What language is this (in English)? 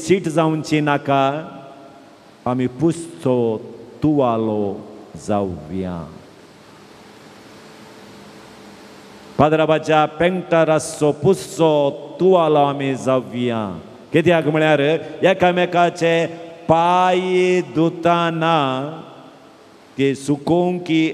Konkani